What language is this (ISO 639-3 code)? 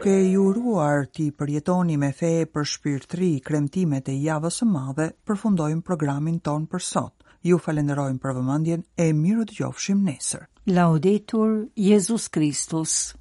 sqi